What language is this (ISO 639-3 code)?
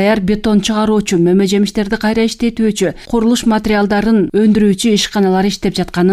kir